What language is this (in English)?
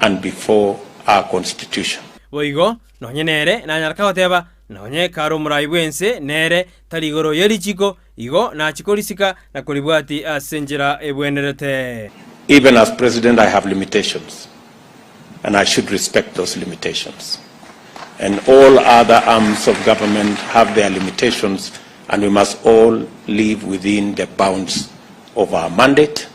Gusii